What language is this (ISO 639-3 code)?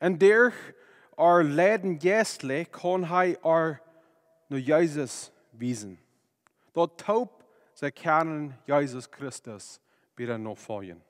pdt